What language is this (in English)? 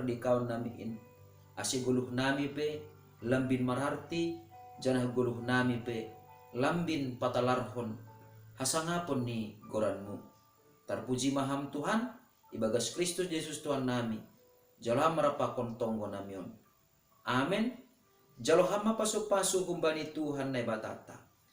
Batak Simalungun